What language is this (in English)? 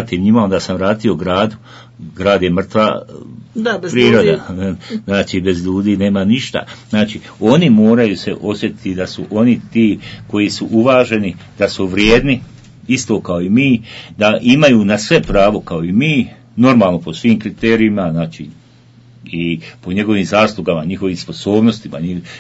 Bosnian